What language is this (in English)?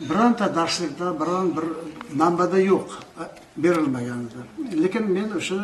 Uzbek